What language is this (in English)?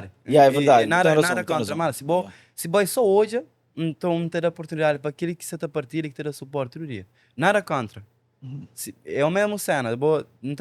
Kabuverdianu